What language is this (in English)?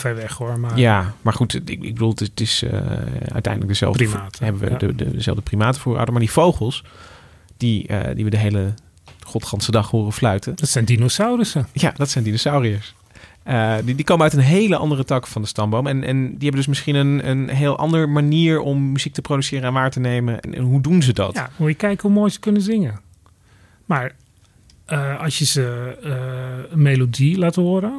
Dutch